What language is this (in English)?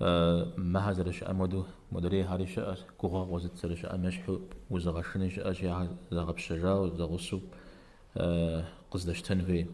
Kabardian